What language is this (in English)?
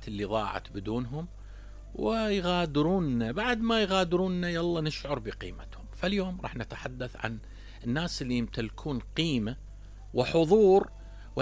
Mesopotamian Arabic